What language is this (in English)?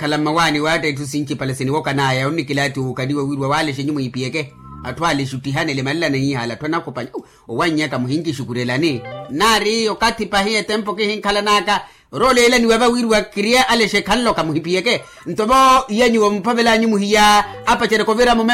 Makhuwa